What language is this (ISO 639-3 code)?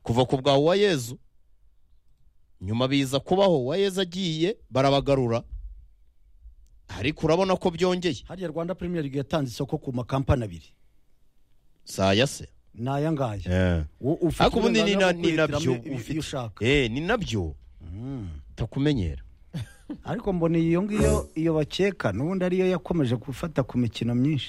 kin